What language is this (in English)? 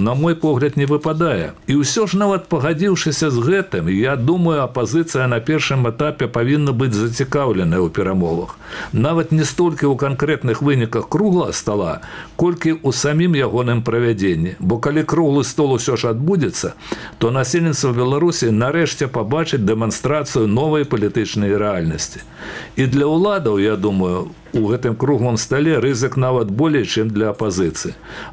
Belarusian